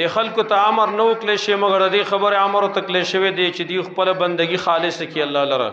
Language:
Pashto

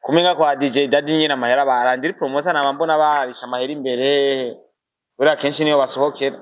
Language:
Rundi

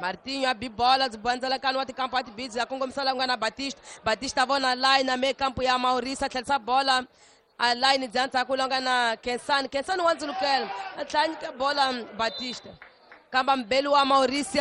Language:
Tsonga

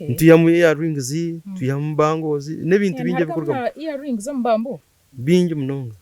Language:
Nyankole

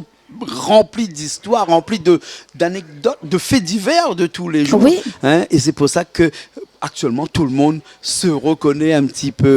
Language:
Réunion Creole French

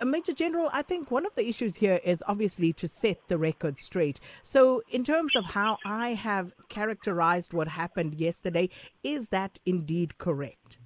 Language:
English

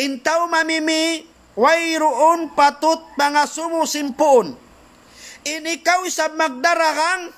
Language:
Tausug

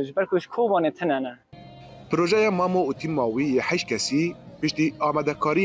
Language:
Kurdish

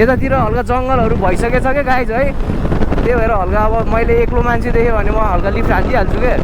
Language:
Nepali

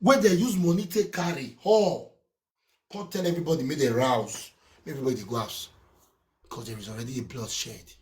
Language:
Nigerian Pidgin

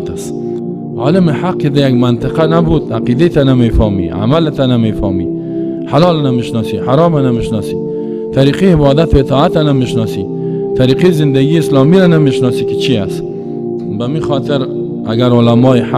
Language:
Persian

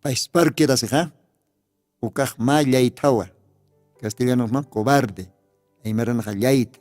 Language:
Aymara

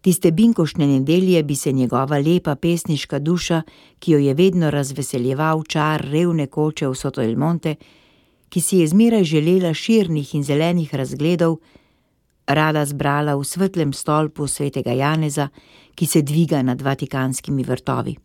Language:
Slovenian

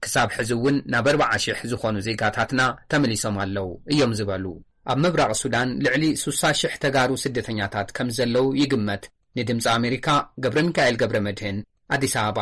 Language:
Tigrinya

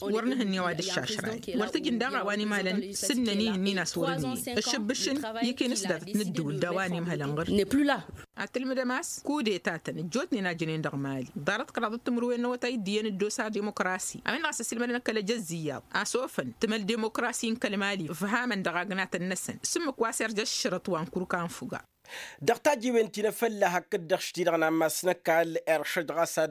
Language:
Tamasheq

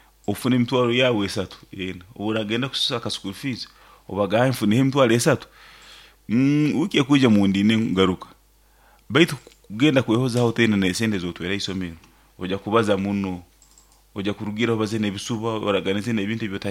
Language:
Nyoro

